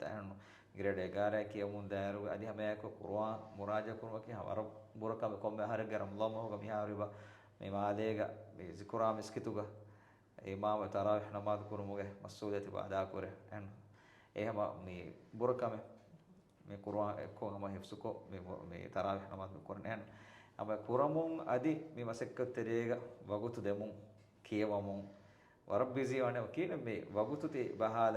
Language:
Divehi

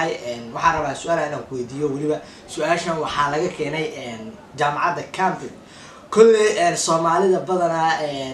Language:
Somali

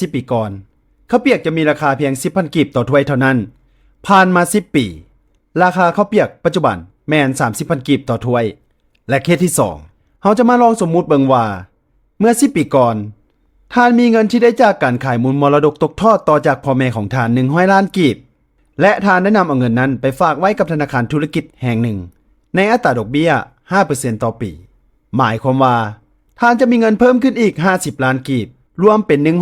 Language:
Lao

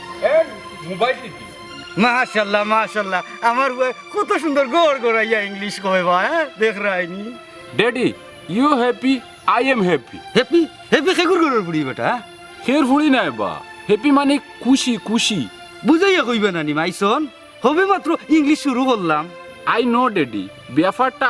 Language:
Sylheti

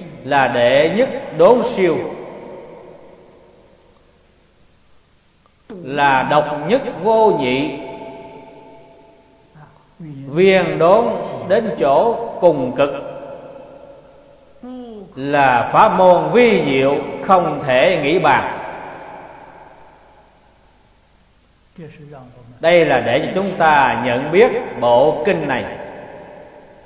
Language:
Vietnamese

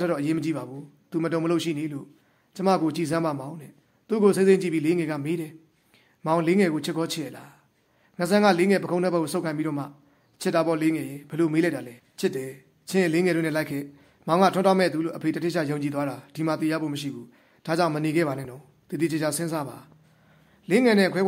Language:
Burmese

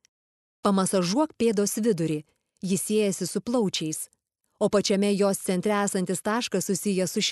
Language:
Lithuanian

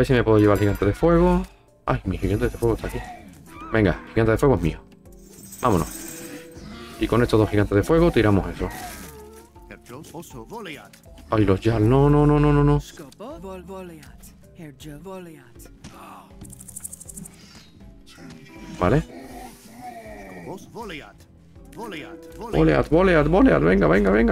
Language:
Spanish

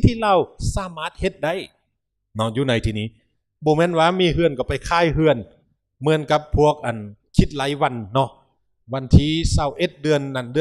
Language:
Lao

